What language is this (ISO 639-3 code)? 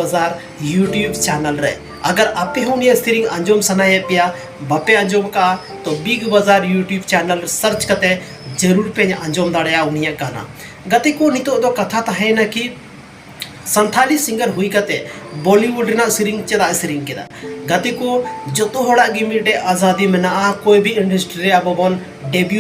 sat